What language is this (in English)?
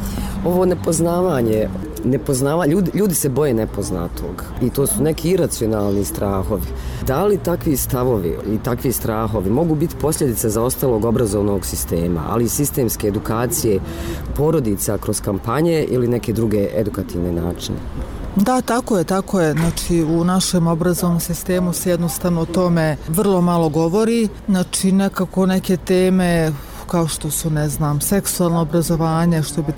Bosnian